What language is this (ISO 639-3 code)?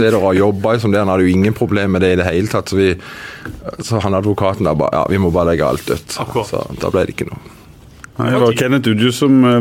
nor